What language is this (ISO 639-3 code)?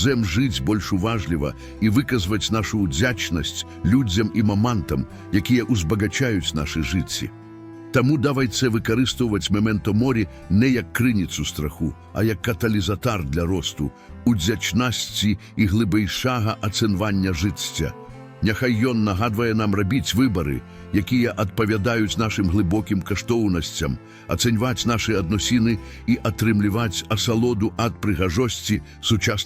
bel